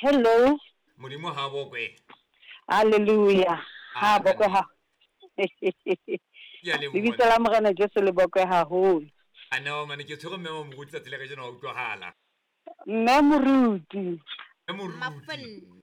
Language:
Southern Sotho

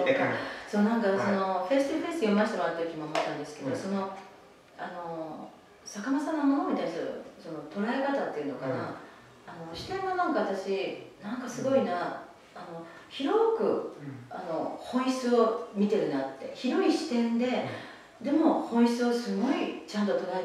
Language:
Japanese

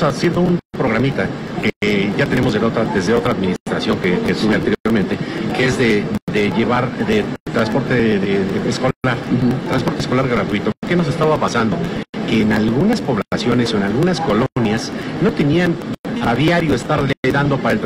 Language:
Spanish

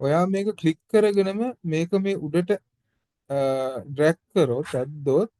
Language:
Sinhala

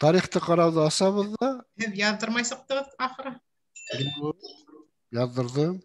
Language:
Bashkir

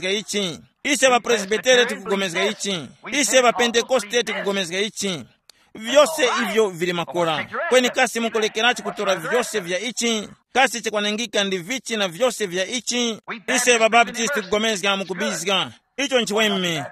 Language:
Tumbuka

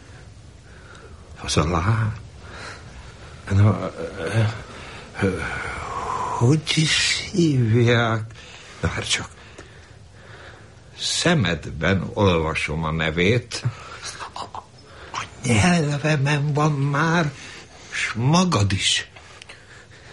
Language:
Hungarian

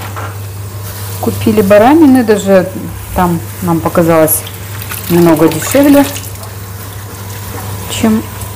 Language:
Russian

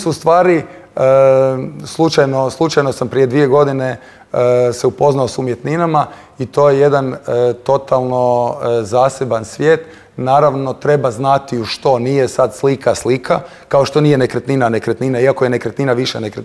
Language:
Croatian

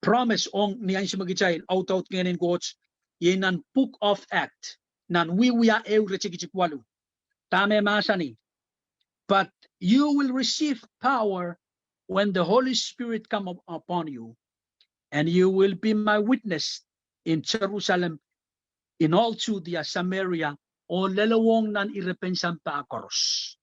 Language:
Pohnpeian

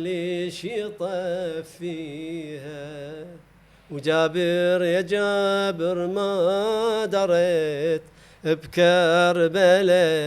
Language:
Mesopotamian Arabic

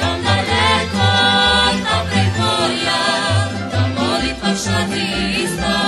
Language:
Rusyn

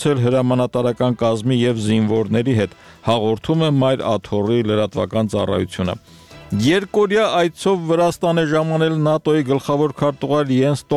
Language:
Armenian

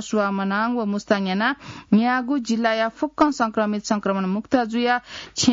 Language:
Newari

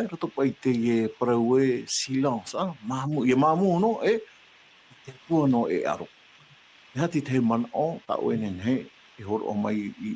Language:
Tahitian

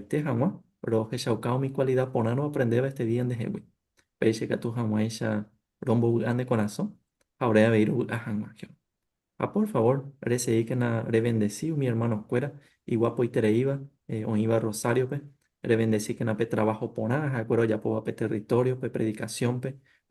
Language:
Guarani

